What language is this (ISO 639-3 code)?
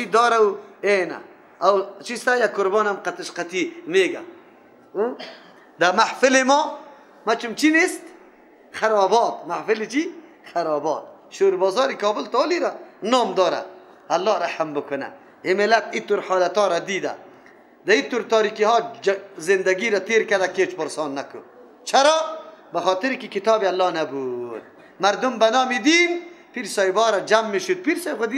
fas